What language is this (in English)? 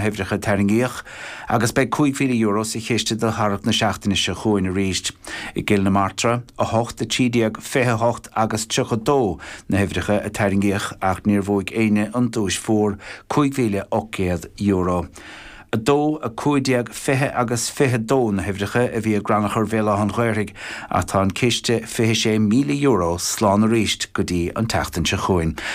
Irish